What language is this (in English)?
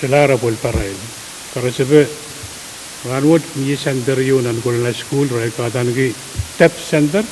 Pohnpeian